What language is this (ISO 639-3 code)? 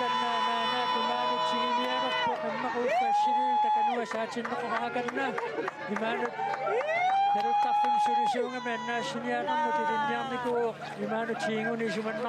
kal